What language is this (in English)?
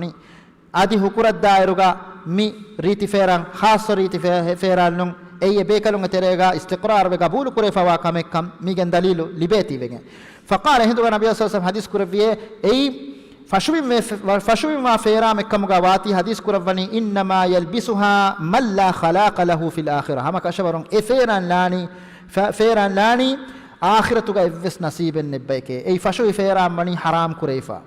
Divehi